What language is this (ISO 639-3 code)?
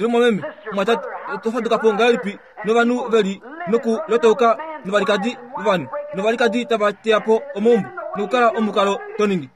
kua